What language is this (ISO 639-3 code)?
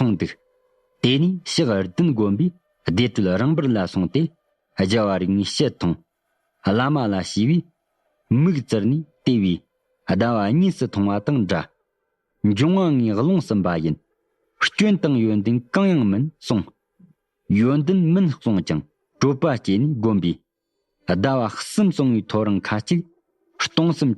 bod